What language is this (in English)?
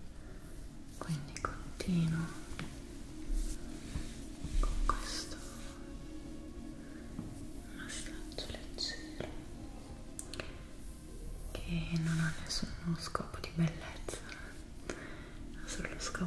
Italian